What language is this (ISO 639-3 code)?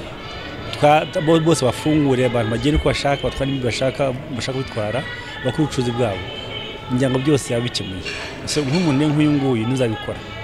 kin